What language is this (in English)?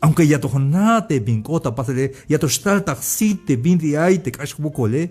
Tzeltal